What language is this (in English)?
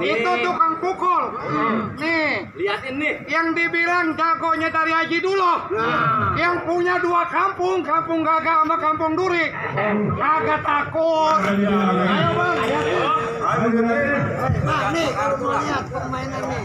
Betawi